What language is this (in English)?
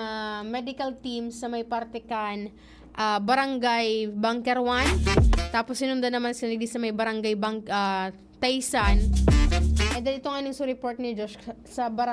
Bikol